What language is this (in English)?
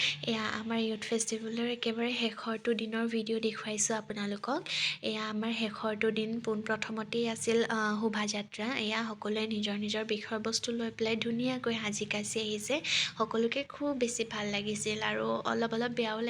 Assamese